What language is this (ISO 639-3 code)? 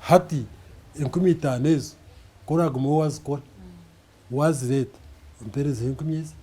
nyn